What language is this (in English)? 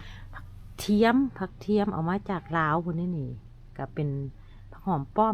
Lao